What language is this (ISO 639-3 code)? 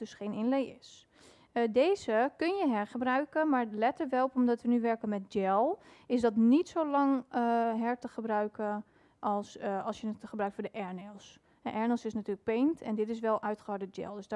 nld